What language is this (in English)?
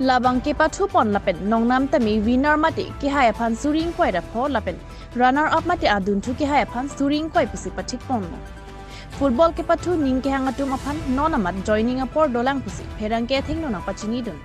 Karbi